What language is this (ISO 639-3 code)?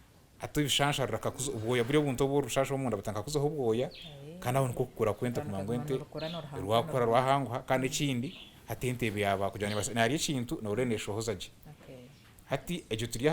nyn